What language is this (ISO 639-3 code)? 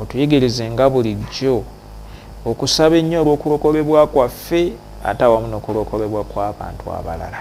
lug